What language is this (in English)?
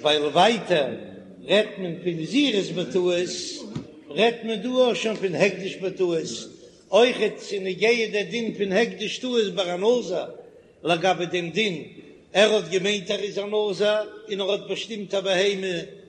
Yiddish